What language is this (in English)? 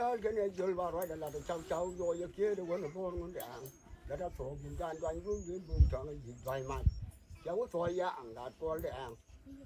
Nuer